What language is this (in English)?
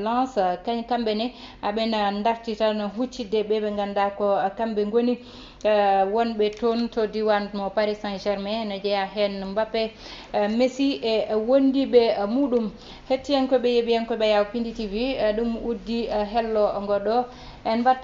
Fula